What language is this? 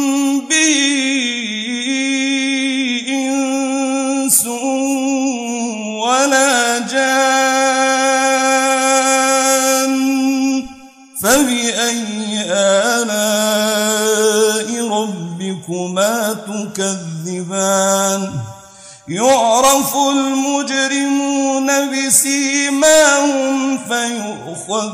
Arabic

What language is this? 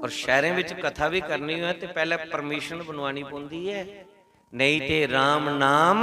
Dogri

